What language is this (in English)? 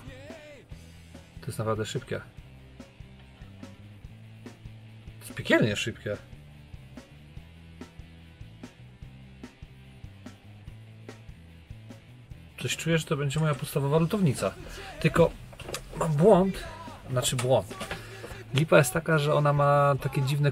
Polish